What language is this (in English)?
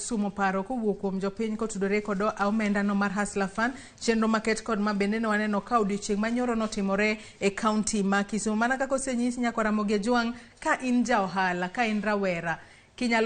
Luo (Kenya and Tanzania)